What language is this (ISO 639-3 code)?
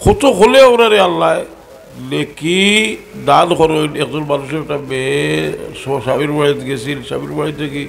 syl